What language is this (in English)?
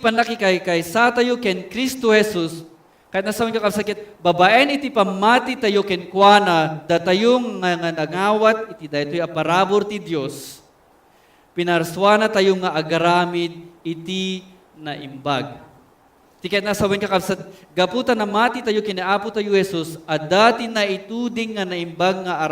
Iloko